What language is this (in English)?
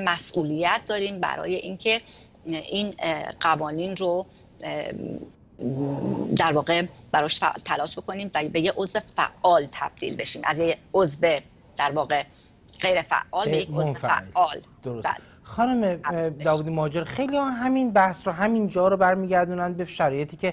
Persian